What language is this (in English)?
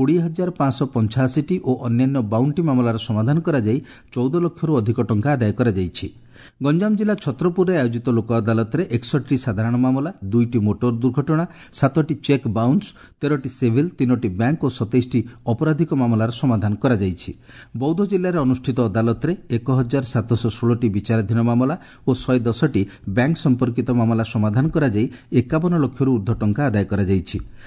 Odia